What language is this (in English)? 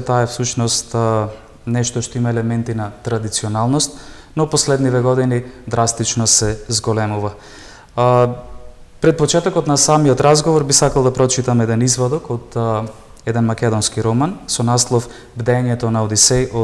Macedonian